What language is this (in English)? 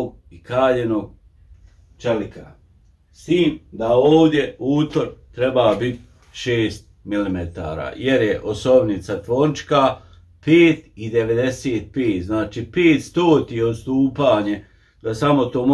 Croatian